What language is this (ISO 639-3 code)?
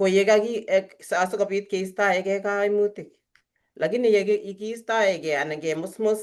kln